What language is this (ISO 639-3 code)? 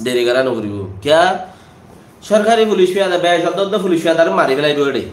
rhg